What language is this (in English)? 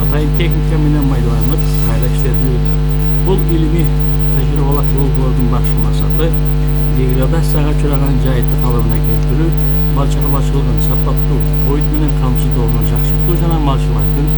Kyrgyz